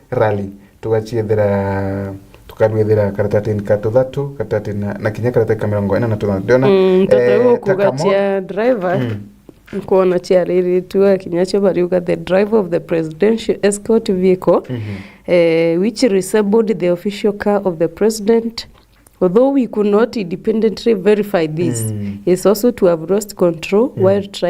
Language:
Meru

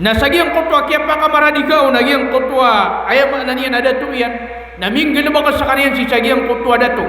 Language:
Maranao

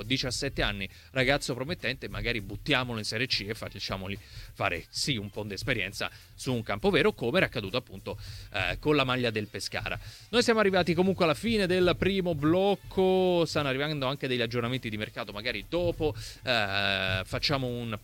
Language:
Italian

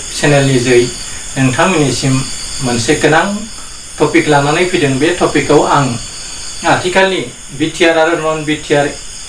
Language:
Bodo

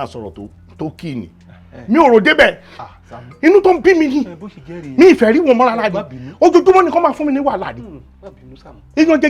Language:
Yoruba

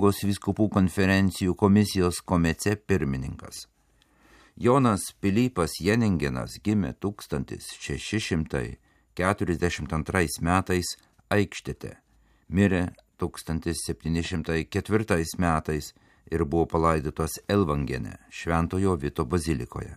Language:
Lithuanian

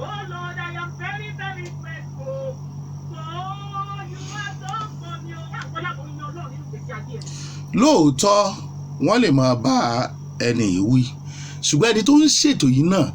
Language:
Yoruba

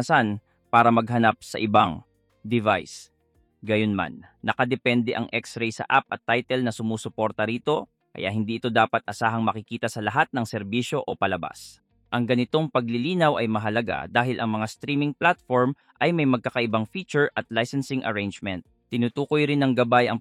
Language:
Filipino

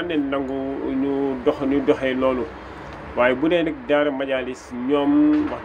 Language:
Wolof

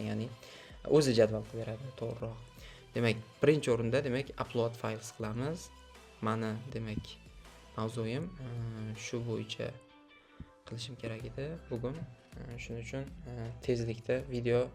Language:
Uzbek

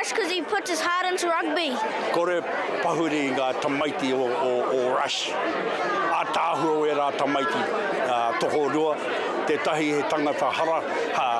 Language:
Māori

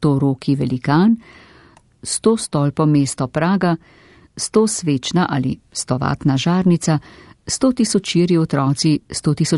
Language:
Slovenian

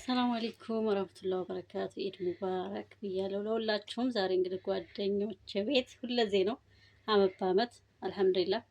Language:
Amharic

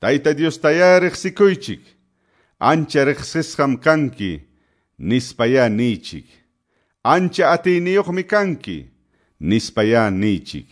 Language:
Quechua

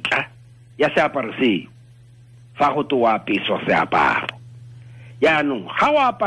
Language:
Tswana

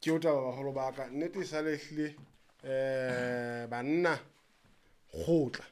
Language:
Southern Sotho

